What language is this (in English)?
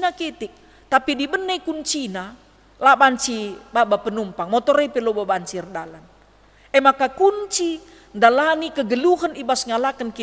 Batak Karo